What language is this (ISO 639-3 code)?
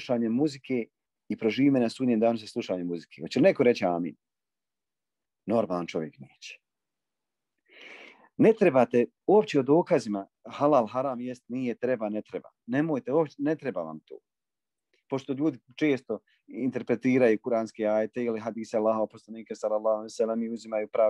bos